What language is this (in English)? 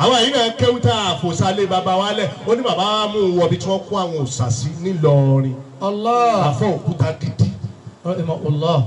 Yoruba